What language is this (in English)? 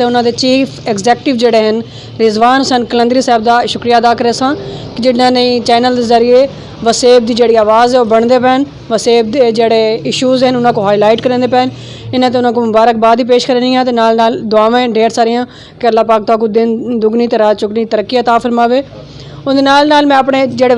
Saraiki